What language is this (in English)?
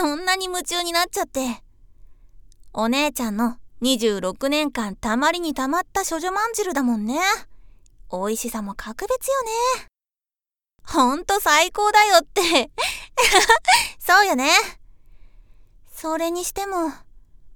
Japanese